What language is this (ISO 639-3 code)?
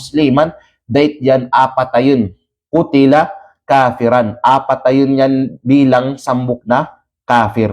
kqe